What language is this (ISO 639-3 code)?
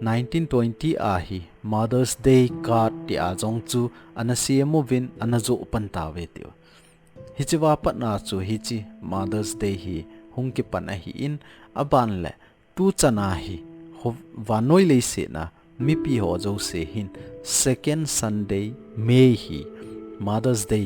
tcz